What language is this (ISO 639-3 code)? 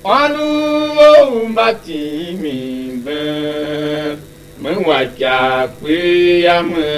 tiv